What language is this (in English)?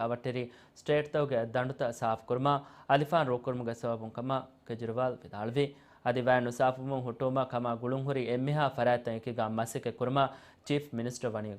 Divehi